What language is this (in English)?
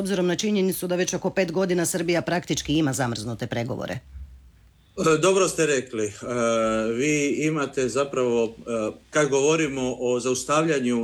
Croatian